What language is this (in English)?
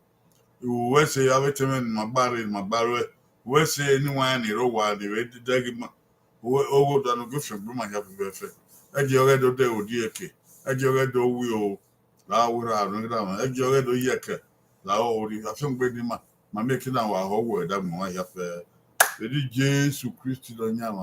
Bini